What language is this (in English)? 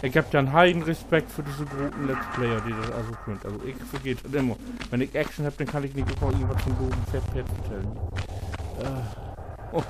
Low German